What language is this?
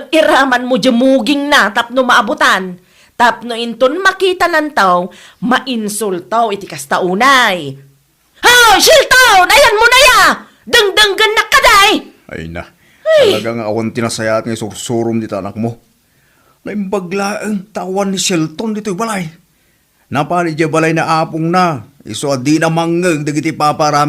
Iloko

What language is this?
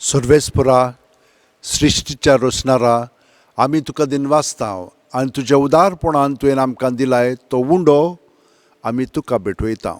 Konkani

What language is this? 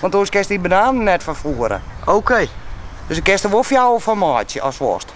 Western Frisian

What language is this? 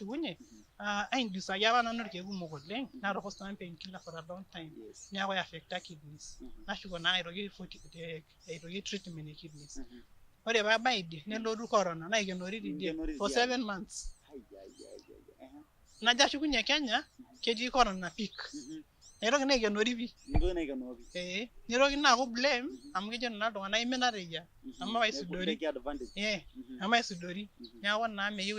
Masai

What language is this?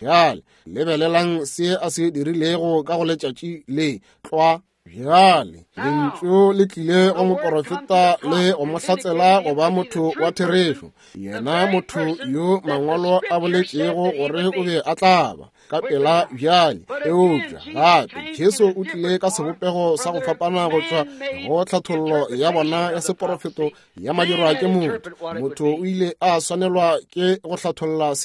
Northern Sotho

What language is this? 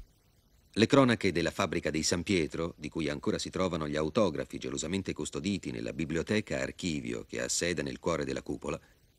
Italian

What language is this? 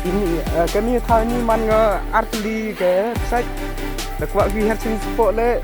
Khasi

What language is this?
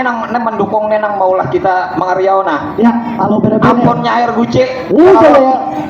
Banjar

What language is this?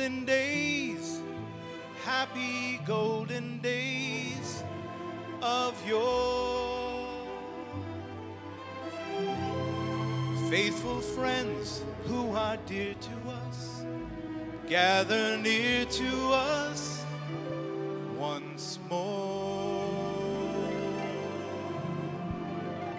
English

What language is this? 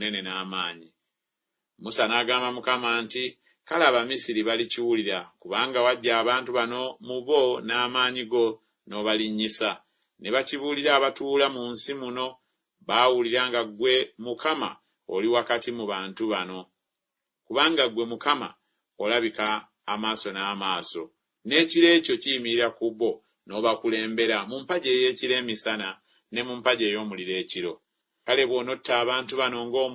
Ganda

